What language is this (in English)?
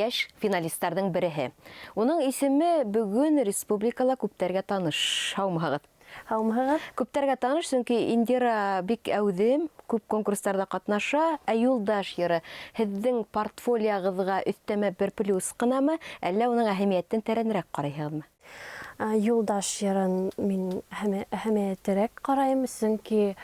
Bashkir